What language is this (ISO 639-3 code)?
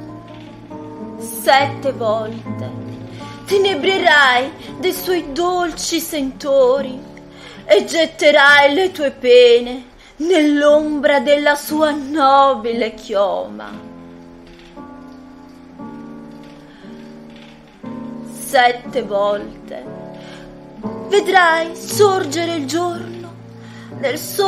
ita